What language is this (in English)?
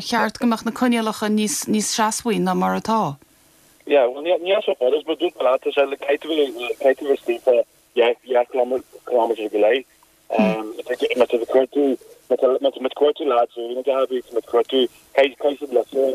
Irish